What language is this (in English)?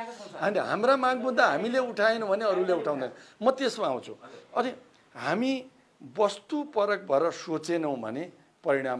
Nepali